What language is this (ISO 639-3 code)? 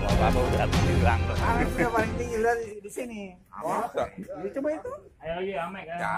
bew